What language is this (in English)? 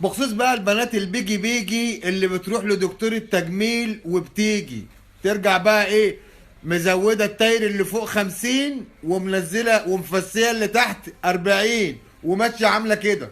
Egyptian Arabic